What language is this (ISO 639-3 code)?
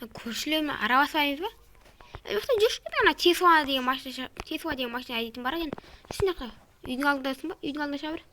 kaz